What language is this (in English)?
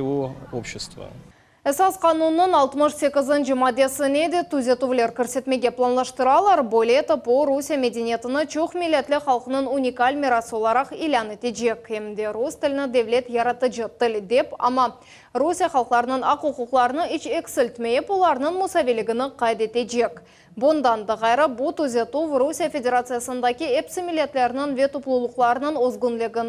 Crimean Tatar